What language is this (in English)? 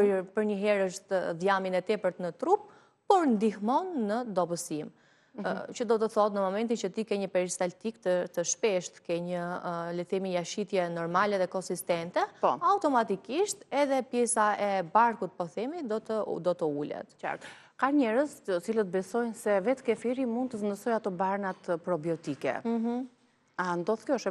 Albanian